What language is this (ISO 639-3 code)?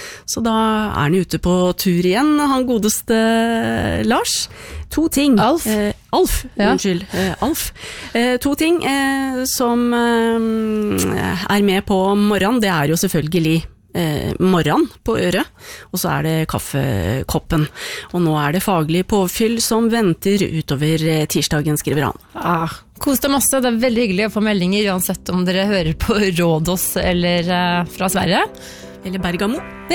nor